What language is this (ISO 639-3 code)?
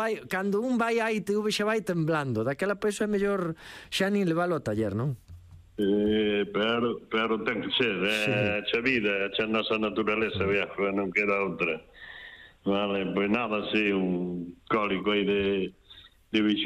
glg